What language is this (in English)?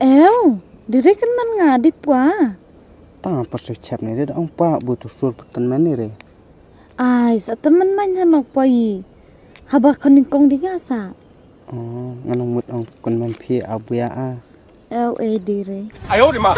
Khasi